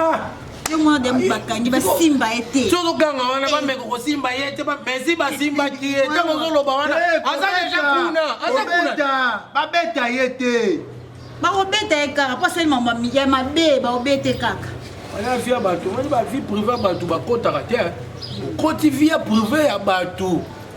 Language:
Lingala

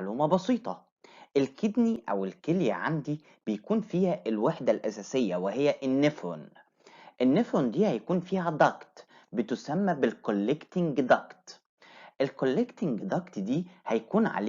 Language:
Egyptian Arabic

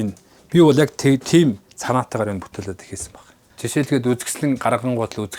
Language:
Mongolian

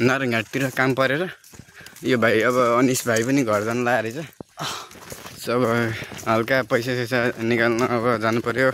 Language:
Nepali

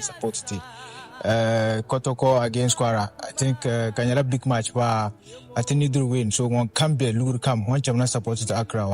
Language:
Akan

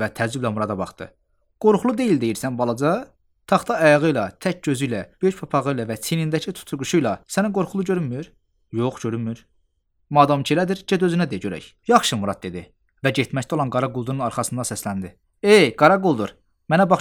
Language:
Azerbaijani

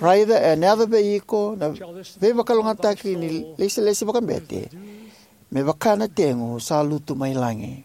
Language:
Fijian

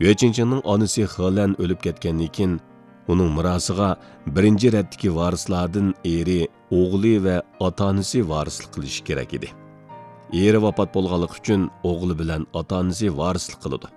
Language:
Uyghur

